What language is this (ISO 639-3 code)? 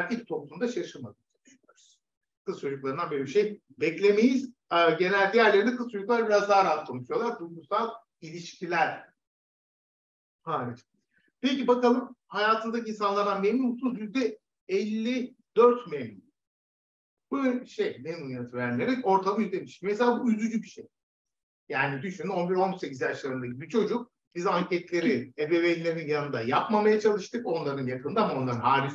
tur